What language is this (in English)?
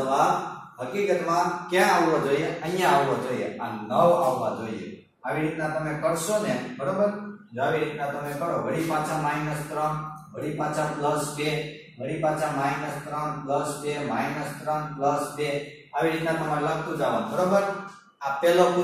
Gujarati